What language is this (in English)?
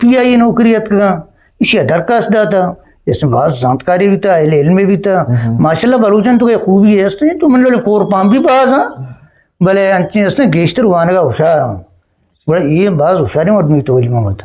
Eastern Balochi